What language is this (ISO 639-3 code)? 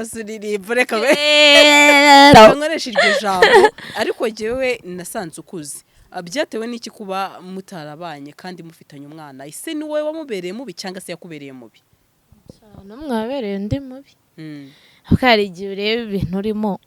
kin